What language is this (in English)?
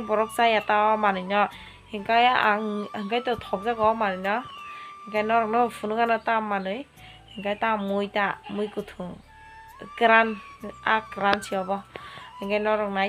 Kok Borok